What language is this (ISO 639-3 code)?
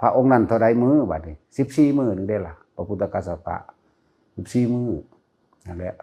tts